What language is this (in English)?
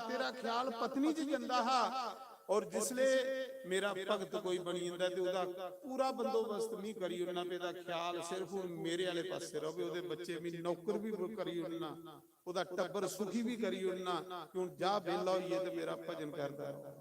Dogri